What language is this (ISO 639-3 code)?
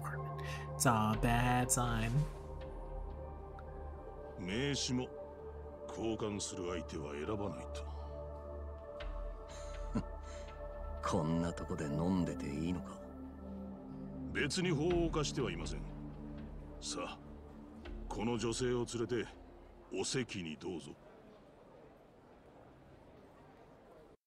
jpn